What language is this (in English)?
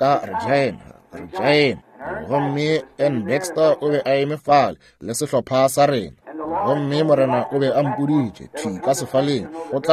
Northern Sotho